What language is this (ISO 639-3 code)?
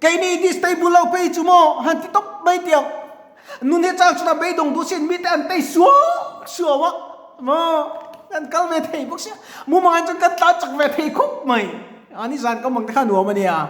lus